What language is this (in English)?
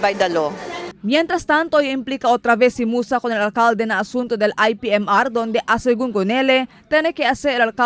Chavacano